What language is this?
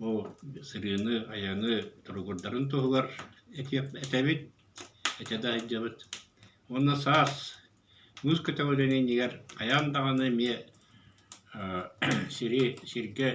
Yakut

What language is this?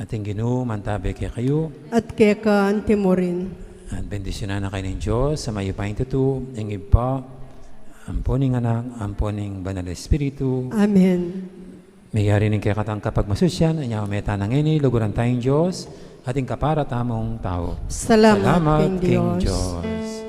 Pampanga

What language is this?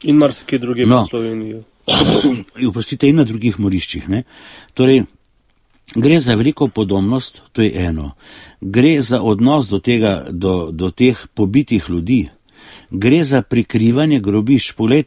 Slovenian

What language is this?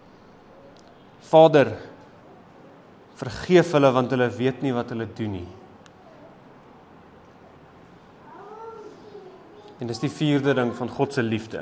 Afrikaans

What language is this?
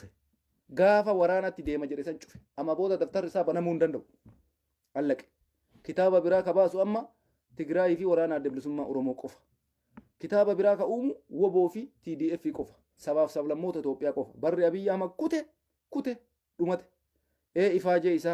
Oromo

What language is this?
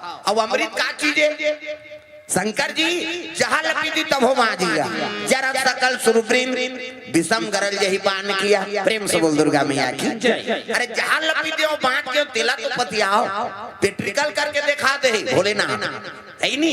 Chhattisgarhi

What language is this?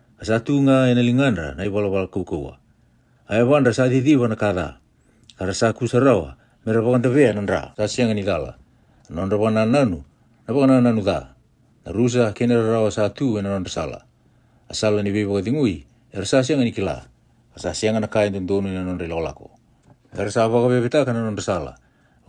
Fijian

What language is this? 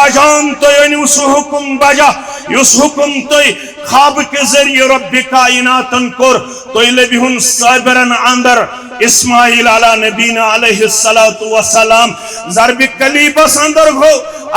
Kashmiri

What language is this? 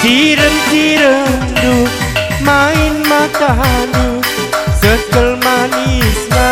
Batak Karo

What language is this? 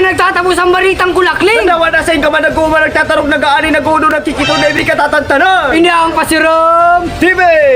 Bikol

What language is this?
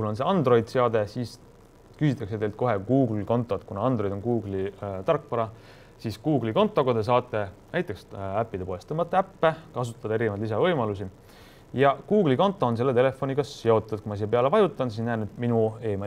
Estonian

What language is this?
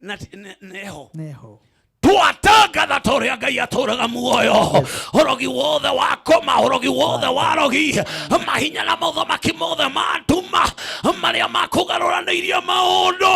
Kikuyu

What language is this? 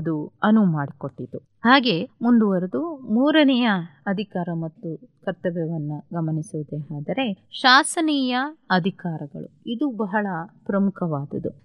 Kannada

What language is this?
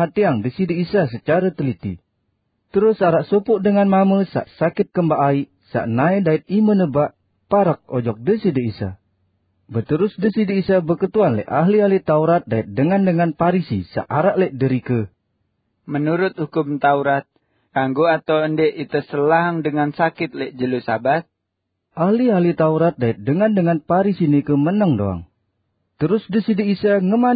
Sasak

